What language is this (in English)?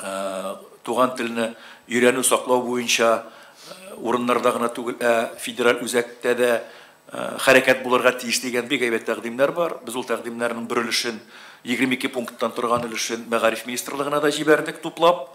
Tatar